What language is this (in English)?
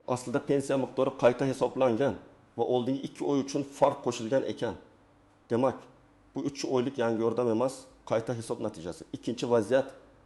Uzbek